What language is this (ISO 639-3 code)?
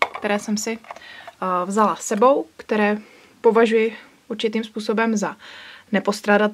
ces